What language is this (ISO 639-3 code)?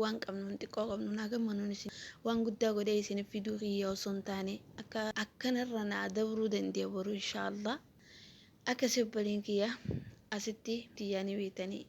orm